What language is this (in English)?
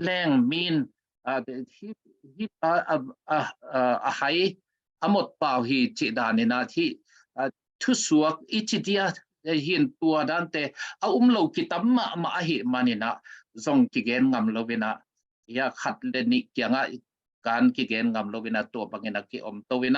Tedim Chin